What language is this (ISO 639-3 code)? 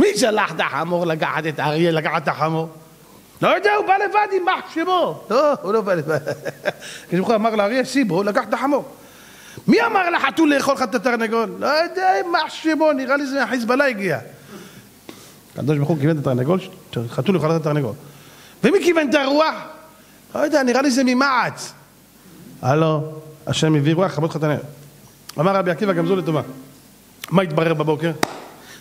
heb